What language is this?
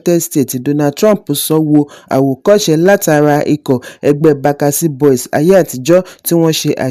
Yoruba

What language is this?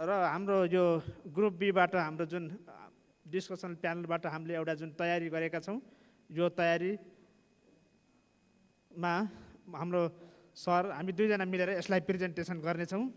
Nepali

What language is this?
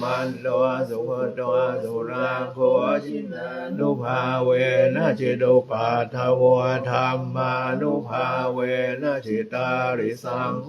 Pali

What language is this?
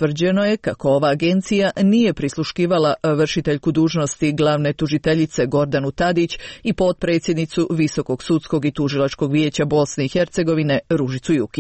Croatian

